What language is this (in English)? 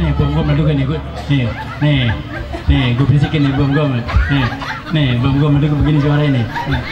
Betawi